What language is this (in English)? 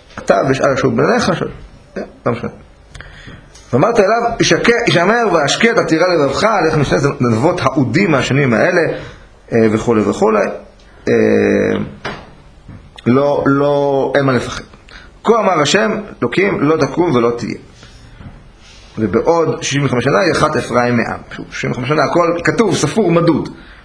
Hebrew